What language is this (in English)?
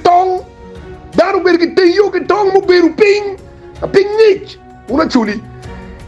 Acoli